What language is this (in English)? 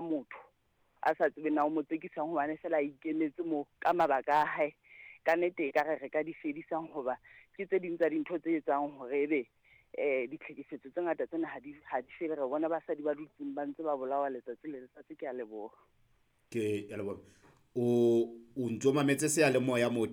Southern Sotho